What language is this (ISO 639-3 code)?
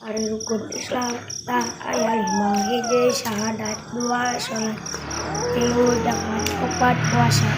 sun